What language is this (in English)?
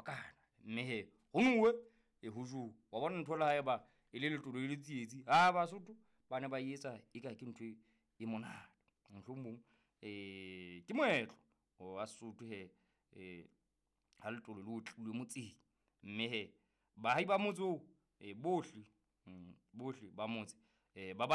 Southern Sotho